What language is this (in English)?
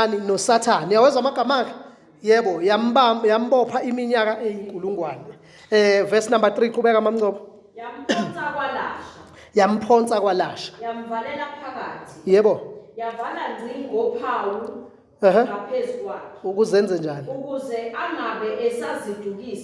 Zulu